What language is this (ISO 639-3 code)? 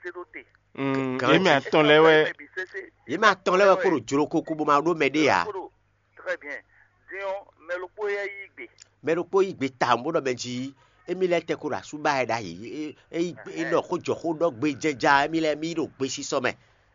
fon